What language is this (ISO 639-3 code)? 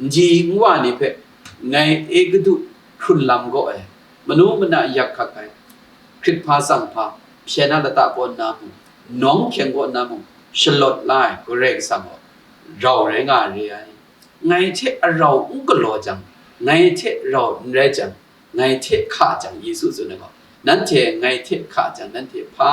kac